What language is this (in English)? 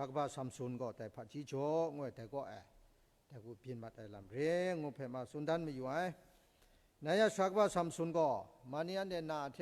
Kachin